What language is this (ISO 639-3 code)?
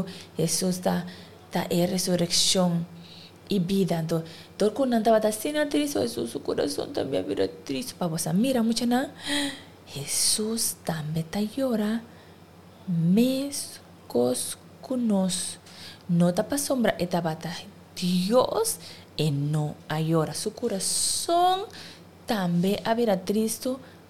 pap